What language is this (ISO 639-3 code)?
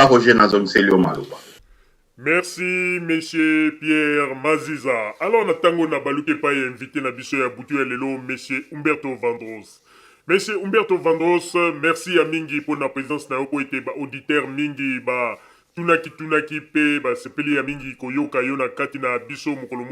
lin